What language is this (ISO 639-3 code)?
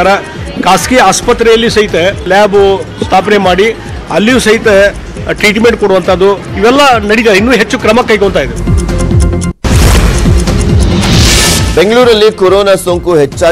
kan